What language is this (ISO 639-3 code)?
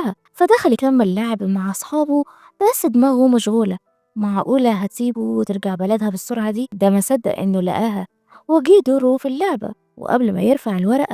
arz